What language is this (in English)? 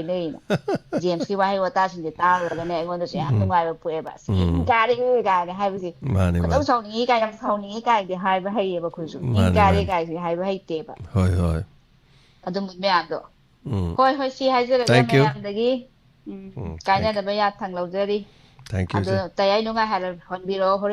Manipuri